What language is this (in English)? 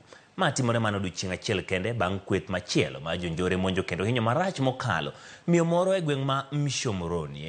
Luo (Kenya and Tanzania)